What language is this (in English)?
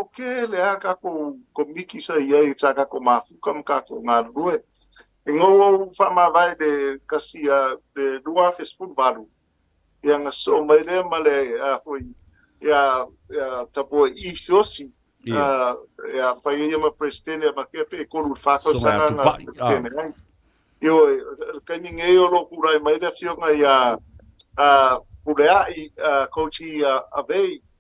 Samoan